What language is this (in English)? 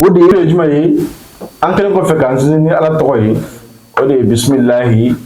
Bambara